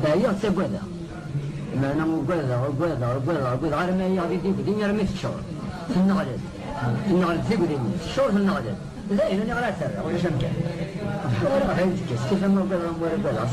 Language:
Kabyle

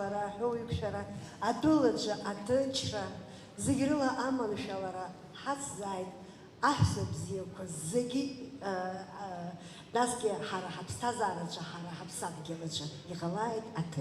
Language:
Abkhazian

